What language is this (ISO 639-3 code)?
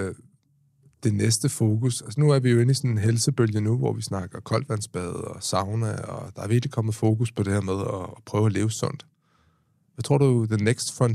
dan